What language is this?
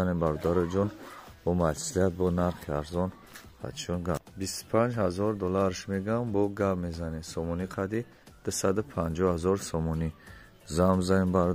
Tajik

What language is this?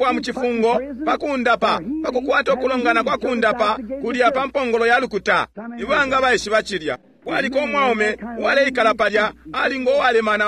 Bemba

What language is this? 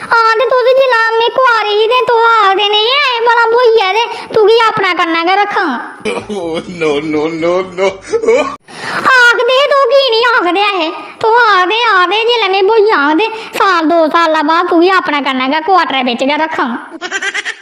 Dogri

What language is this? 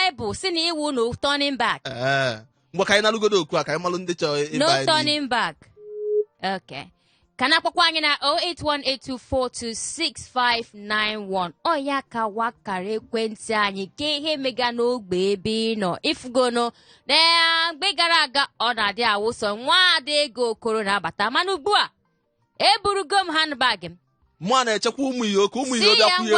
Igbo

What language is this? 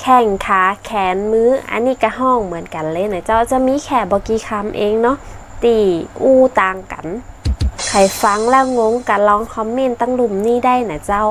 Northern Thai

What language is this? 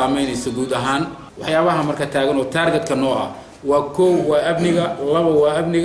Somali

